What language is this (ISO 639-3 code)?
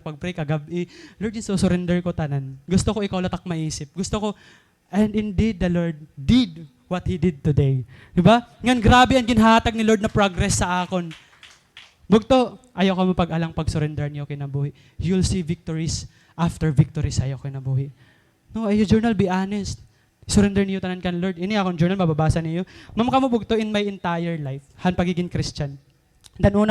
war